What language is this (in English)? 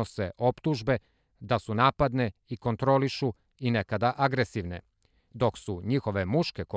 Serbian